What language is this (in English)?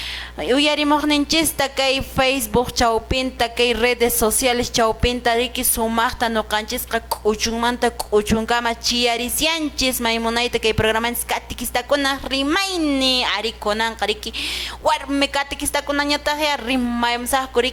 Quechua